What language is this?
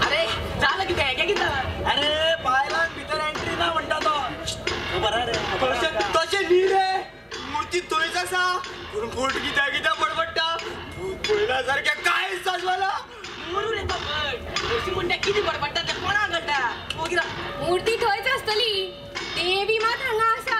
Konkani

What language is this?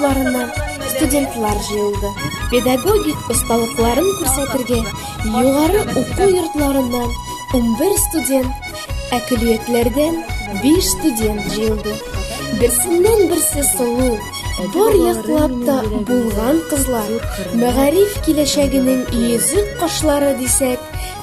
Bashkir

